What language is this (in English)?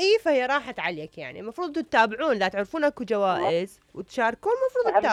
Mesopotamian Arabic